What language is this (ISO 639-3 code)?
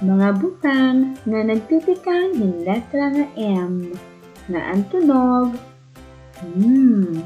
war